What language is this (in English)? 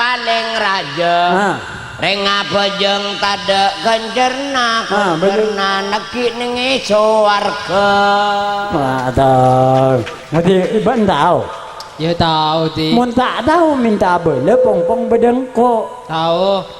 Madurese